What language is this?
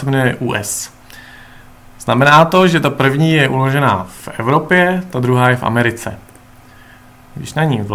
Czech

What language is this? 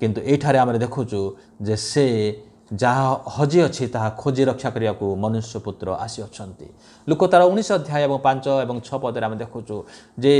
Odia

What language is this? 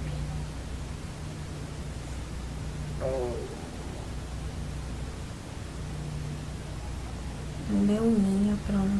Spanish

